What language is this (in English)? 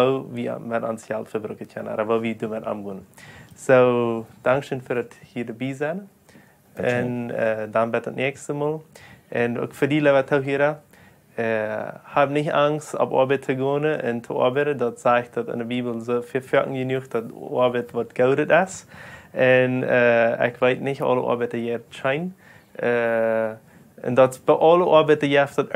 Plautdietsch